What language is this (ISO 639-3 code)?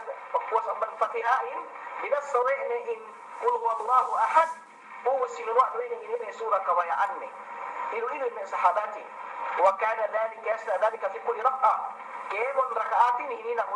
yka